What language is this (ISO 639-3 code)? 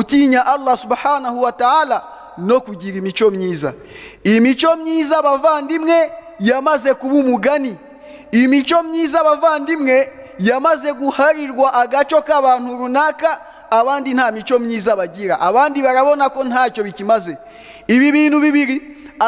kin